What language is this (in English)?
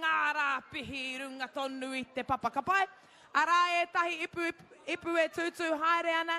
Māori